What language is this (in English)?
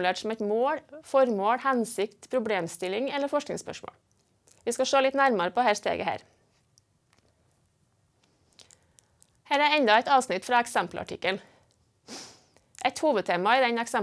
Norwegian